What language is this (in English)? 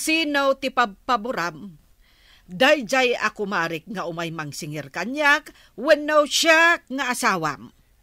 Iloko